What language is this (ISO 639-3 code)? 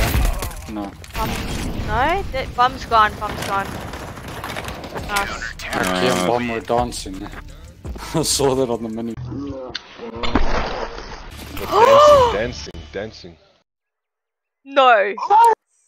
eng